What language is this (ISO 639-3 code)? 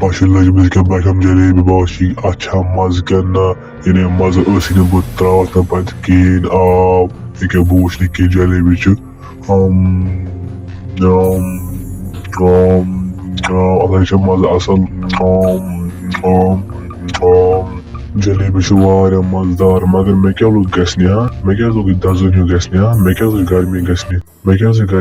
kas